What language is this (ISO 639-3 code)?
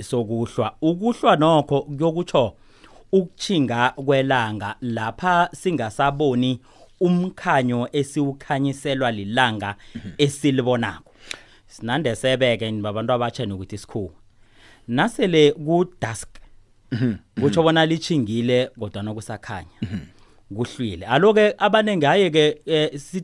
nbl